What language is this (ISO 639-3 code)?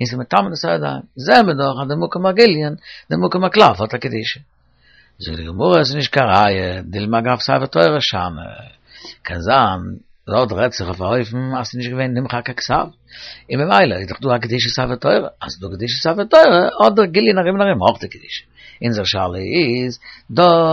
yid